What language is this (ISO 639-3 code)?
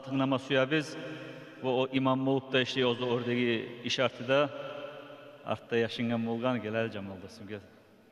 kum